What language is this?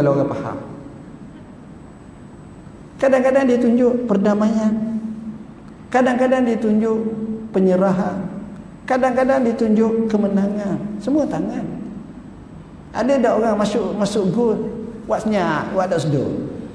Malay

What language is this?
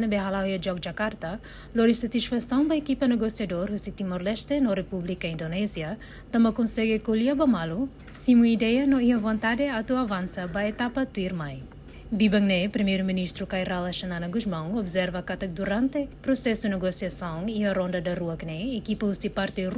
Tetum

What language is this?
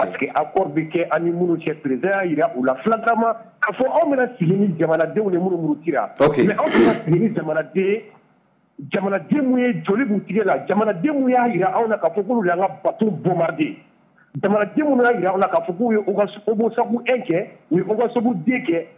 Bambara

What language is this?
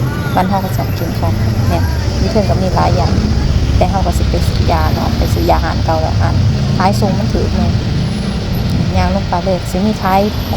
Lao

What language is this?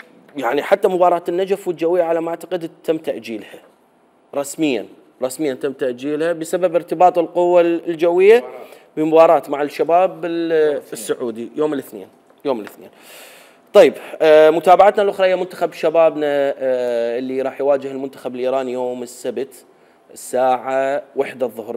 Mesopotamian Arabic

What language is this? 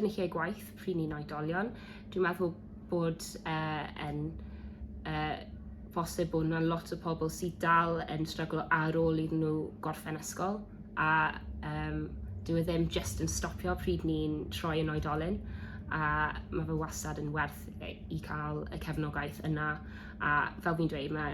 Welsh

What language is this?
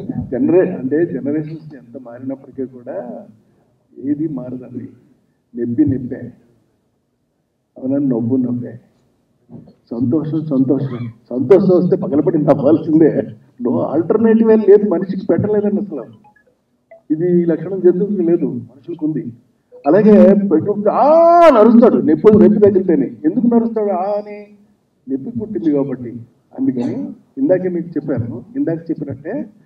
Telugu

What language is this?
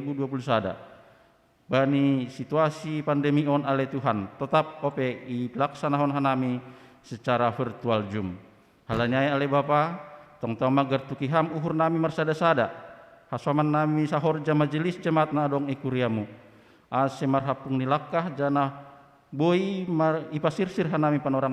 Batak Simalungun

